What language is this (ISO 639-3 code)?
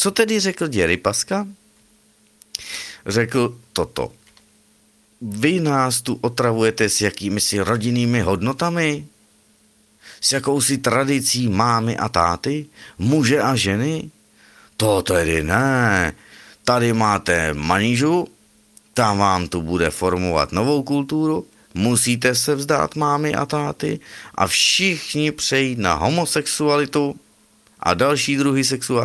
ces